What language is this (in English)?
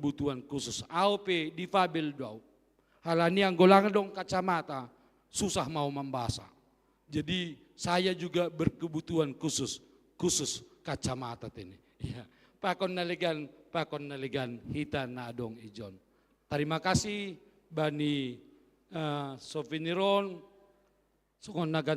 Batak Simalungun